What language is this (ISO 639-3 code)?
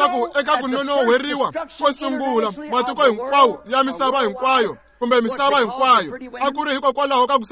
tso